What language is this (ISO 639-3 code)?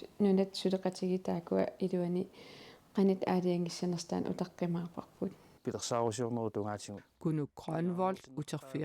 kal